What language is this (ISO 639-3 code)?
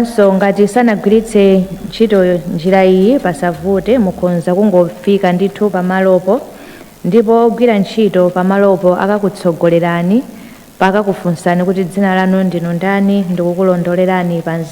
nya